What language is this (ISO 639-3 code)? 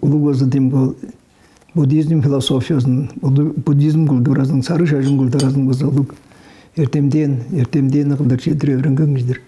tyv